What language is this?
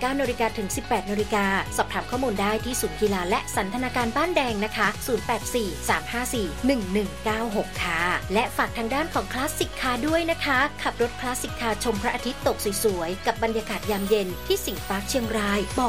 Thai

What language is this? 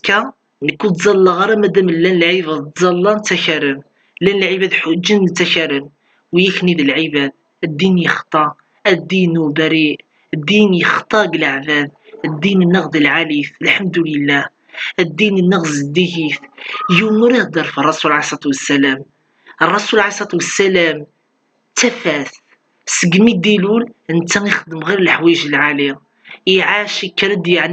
Kabyle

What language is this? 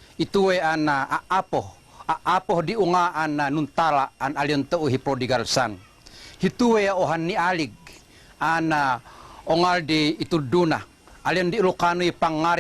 Tuwali Ifugao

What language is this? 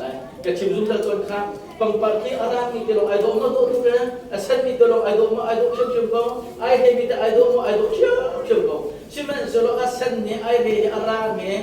Hakha Chin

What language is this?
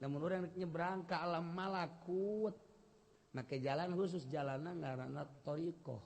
Sundanese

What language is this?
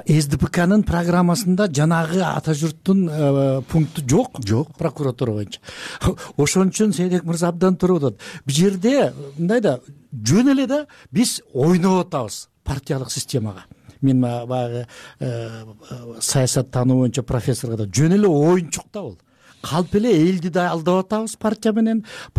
Kyrgyz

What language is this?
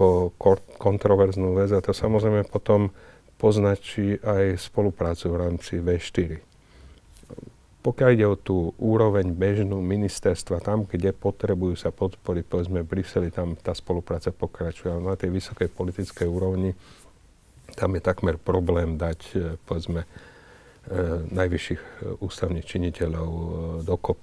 Slovak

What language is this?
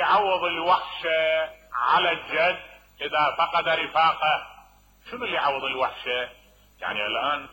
Mesopotamian Arabic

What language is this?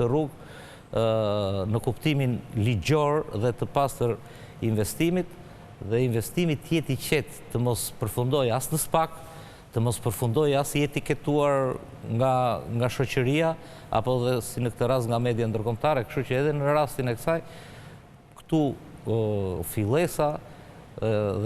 Albanian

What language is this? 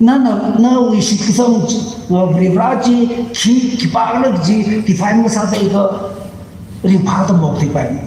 Tangkhul Naga (India)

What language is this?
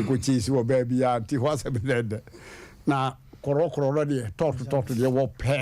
Akan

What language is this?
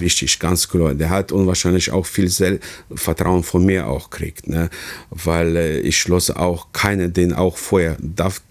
Luxembourgish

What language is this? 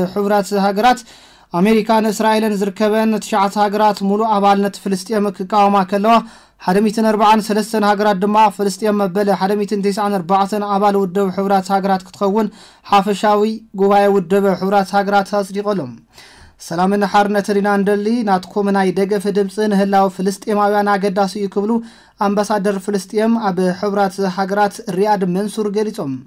Tigrinya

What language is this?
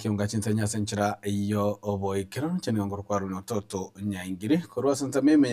Gusii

